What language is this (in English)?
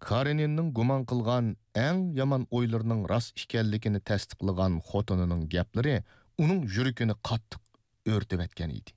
Uyghur